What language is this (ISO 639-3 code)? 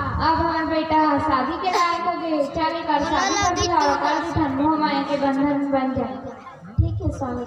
hne